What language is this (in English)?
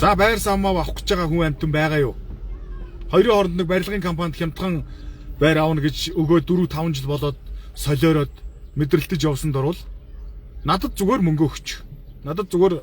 Mongolian